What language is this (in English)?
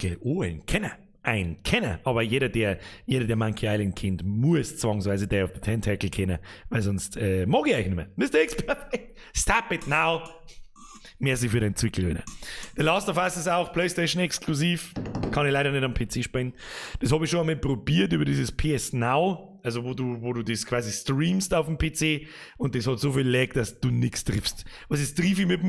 Bavarian